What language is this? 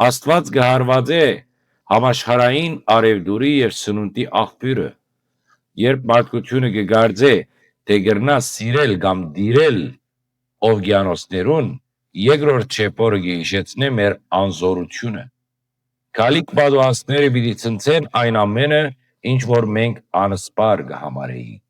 Western Armenian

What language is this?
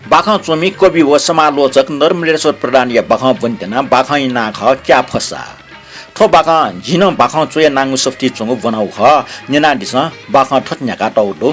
Newari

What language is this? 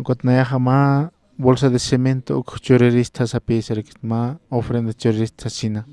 Aymara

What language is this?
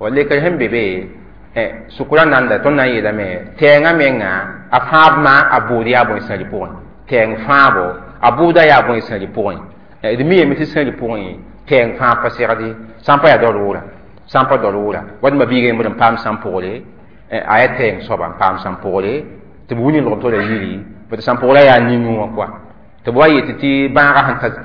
Mossi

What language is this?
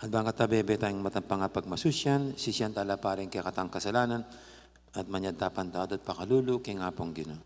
Pampanga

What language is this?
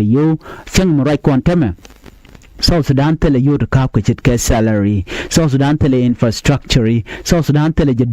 Nuer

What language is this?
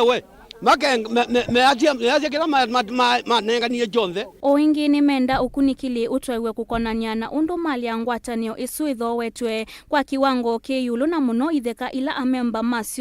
Kamba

